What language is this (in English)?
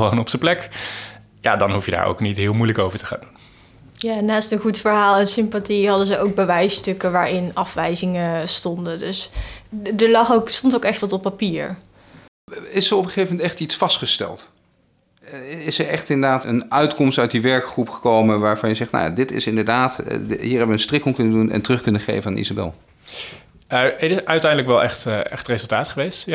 Dutch